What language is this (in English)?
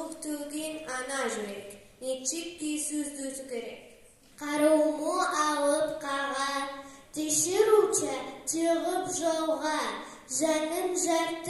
Karachay-Balkar